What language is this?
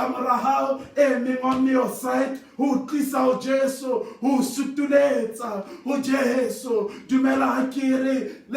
Southern Sotho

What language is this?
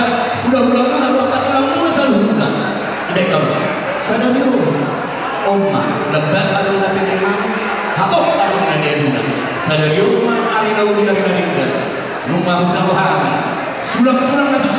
Batak Toba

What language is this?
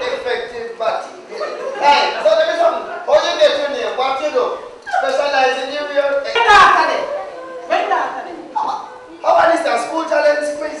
Jamaican Creole English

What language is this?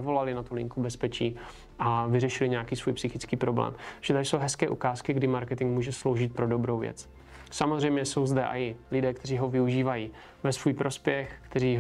Czech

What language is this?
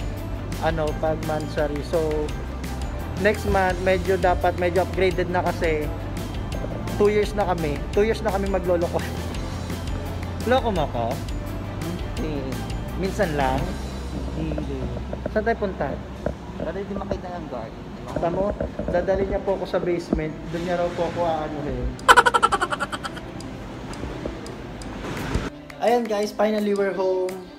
Filipino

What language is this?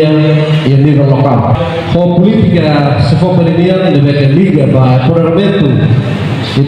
Tetum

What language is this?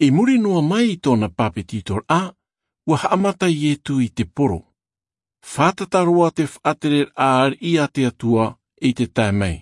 Tahitian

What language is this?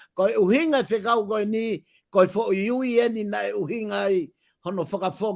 Tongan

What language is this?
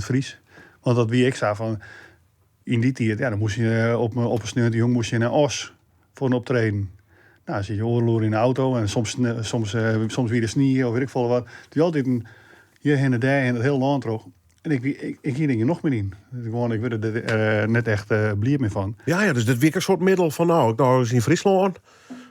Western Frisian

